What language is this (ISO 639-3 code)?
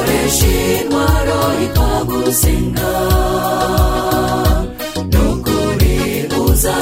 kin